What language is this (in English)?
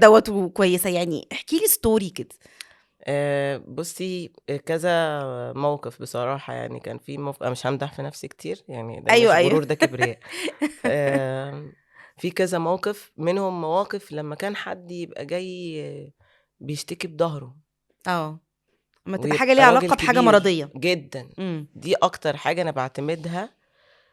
Egyptian Arabic